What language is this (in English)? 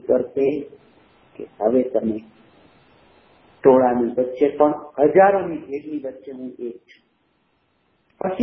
Gujarati